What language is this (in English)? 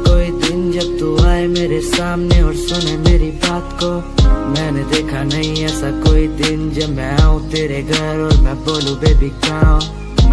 Hindi